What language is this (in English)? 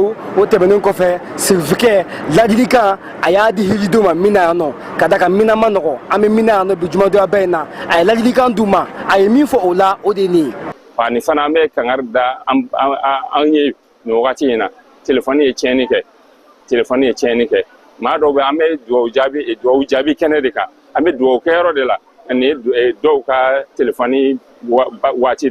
Bambara